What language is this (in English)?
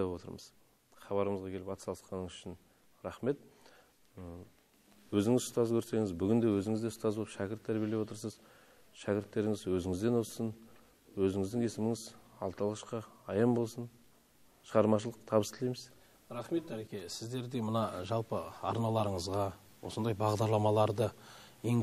Kazakh